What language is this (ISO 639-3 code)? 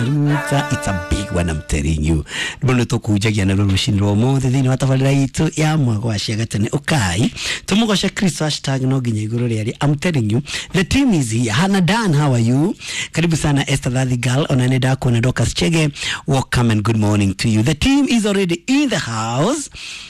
kik